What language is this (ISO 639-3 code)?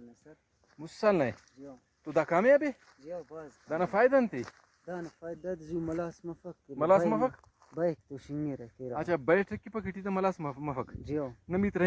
brh